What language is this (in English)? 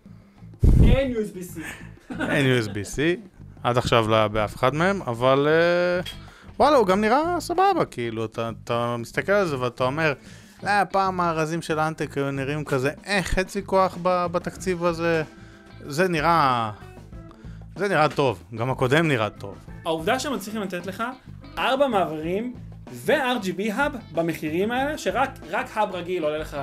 Hebrew